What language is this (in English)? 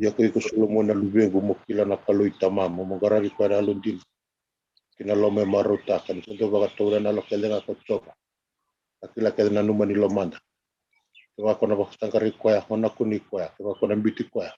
Fijian